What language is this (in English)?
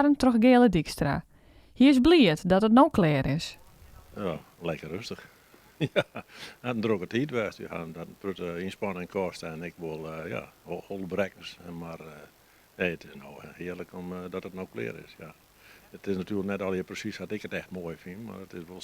Western Frisian